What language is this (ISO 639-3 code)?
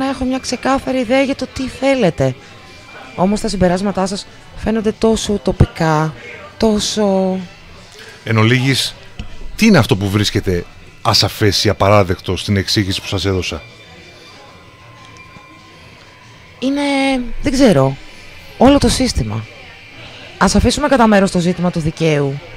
ell